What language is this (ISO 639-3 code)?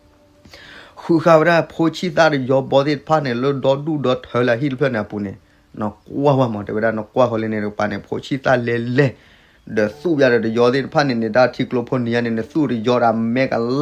ksw